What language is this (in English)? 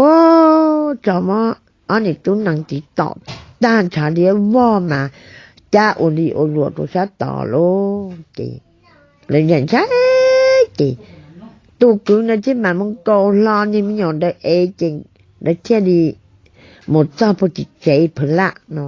Hmong